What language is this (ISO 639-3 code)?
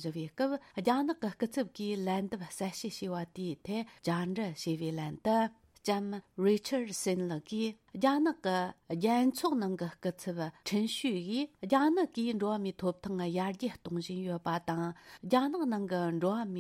bod